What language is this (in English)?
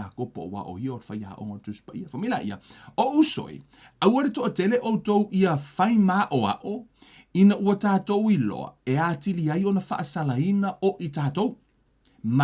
Samoan